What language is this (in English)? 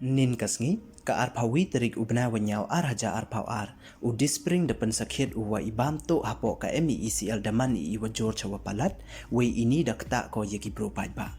Pnar